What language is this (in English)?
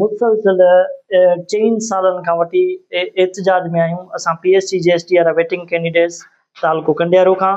Sindhi